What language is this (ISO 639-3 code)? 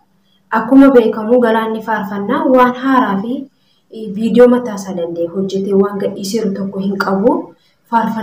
orm